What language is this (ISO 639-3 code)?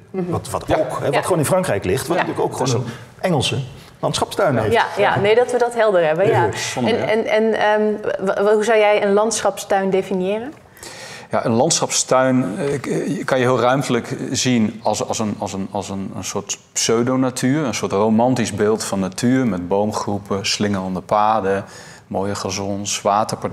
nld